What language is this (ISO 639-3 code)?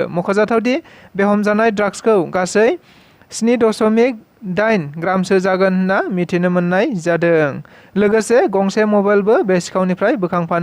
brx